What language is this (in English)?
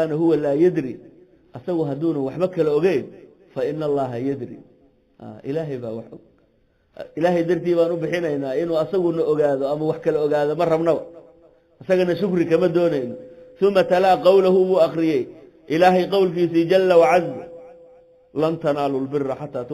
Somali